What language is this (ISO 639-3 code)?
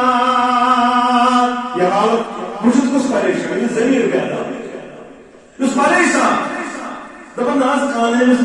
kas